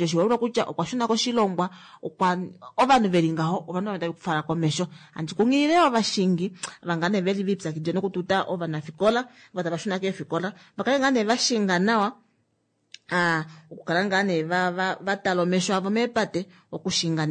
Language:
Kuanyama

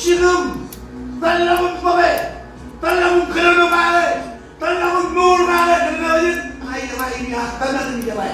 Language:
Marshallese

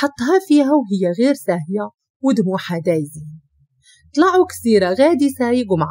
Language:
Moroccan Arabic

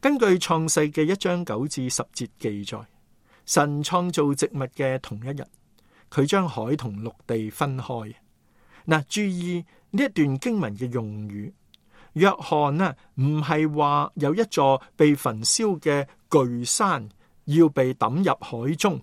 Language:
Cantonese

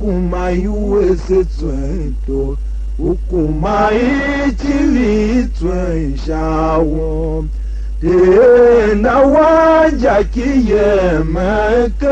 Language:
Tiv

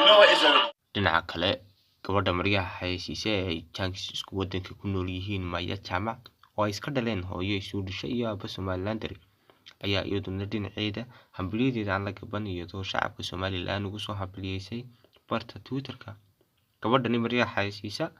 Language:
Somali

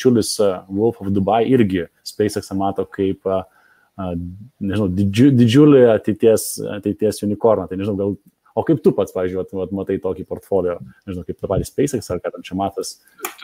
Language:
Lithuanian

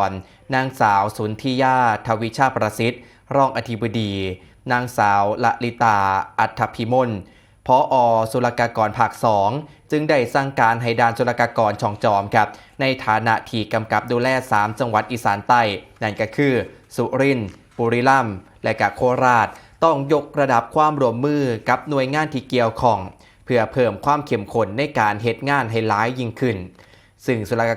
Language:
Northeastern Thai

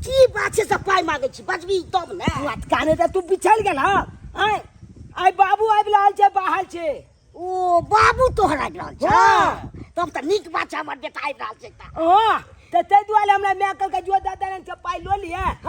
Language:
Maithili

